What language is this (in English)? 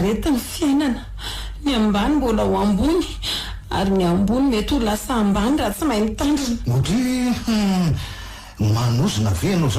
Malagasy